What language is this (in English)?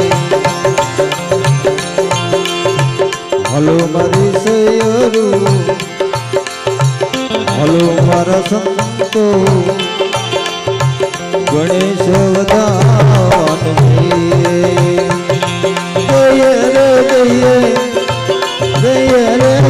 Gujarati